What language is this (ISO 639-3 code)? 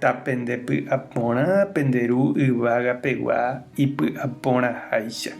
grn